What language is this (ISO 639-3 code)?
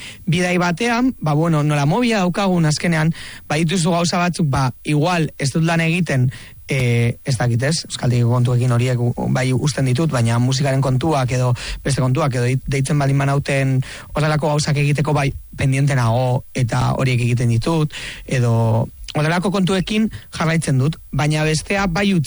eus